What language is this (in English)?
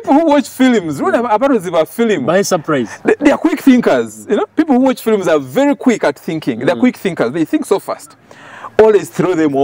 Nyoro